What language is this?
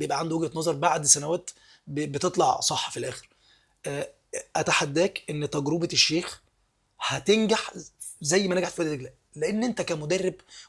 Egyptian Arabic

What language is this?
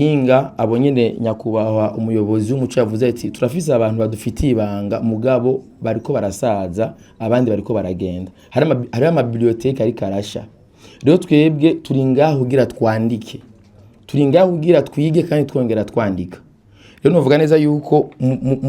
Rundi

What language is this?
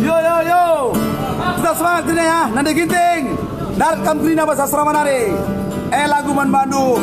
Batak Karo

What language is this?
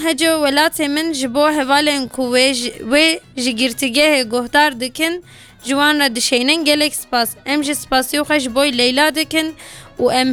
Kurdish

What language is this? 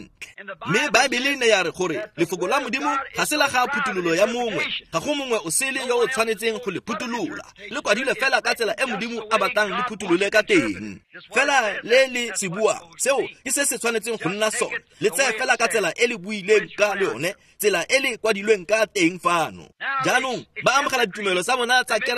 Tswana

